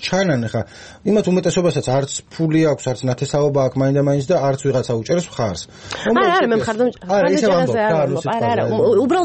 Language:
Georgian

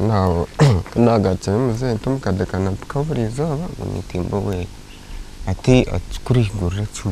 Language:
Nyankole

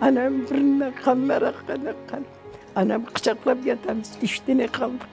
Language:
Crimean Tatar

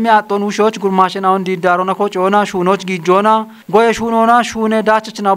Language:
Kafa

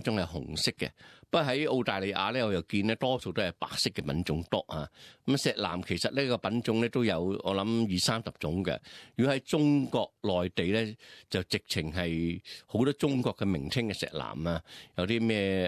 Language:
Cantonese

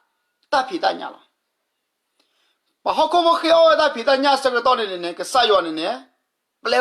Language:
S'gaw Karen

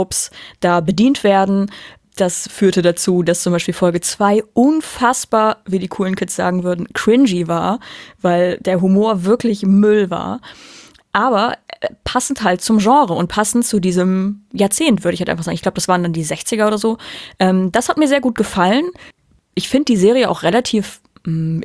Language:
German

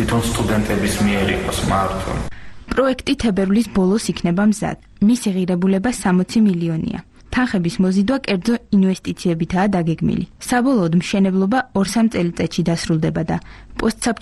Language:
Georgian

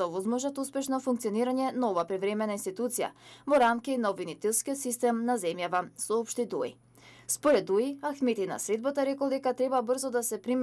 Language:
Macedonian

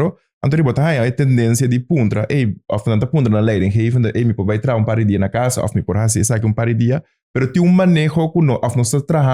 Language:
Papiamento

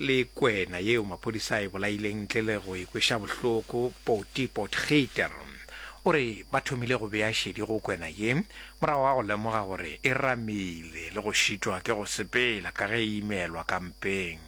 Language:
Northern Sotho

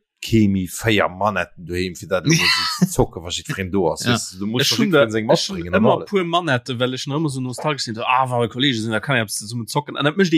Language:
Luxembourgish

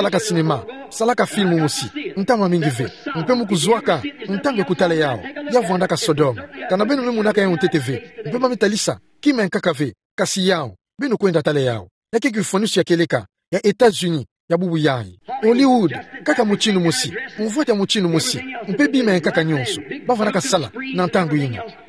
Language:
Kituba (Democratic Republic of Congo)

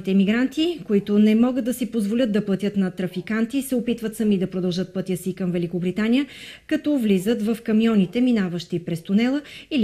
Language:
Bulgarian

